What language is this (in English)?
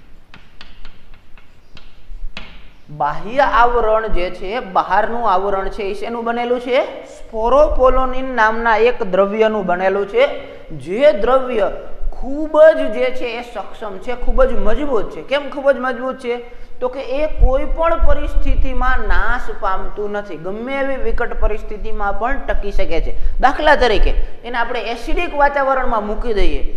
Gujarati